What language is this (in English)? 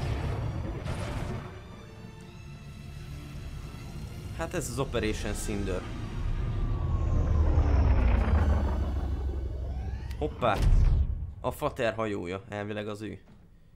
Hungarian